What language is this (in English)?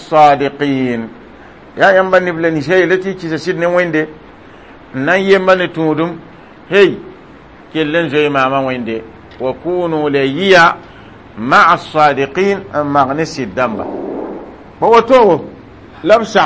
Mossi